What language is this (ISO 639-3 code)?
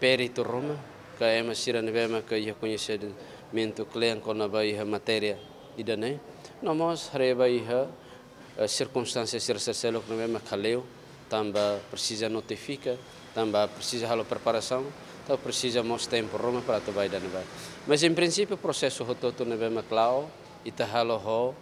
tet